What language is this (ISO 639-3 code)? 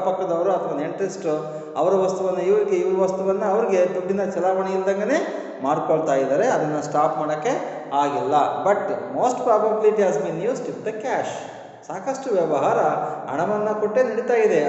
kan